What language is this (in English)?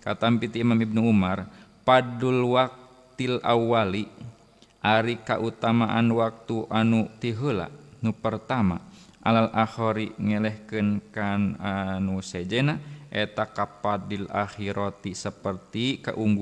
Sundanese